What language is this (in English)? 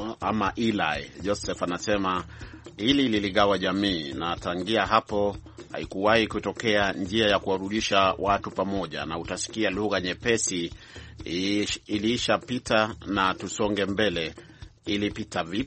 Swahili